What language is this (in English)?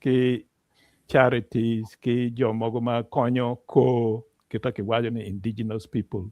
Acoli